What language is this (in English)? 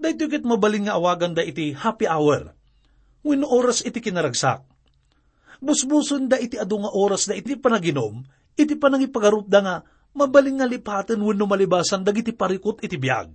Iloko